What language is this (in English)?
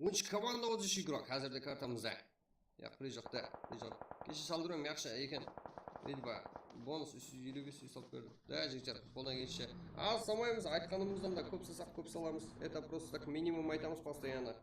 Kara-Kalpak